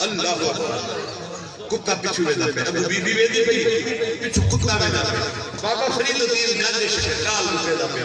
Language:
Saraiki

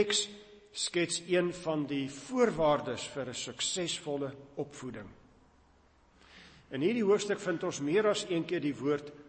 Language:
Afrikaans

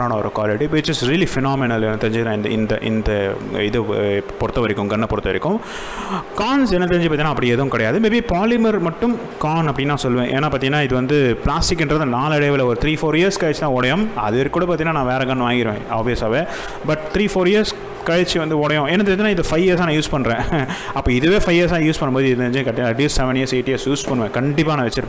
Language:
Tamil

